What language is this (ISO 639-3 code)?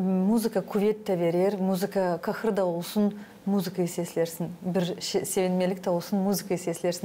gag